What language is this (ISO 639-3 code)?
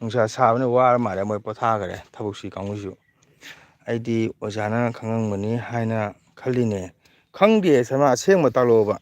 mni